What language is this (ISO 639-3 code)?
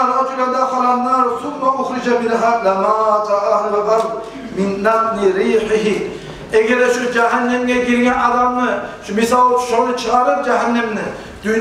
kum